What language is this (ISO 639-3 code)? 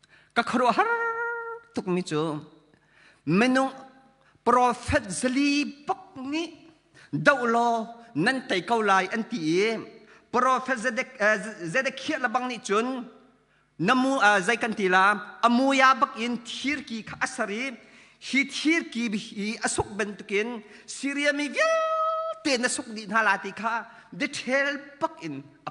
cnh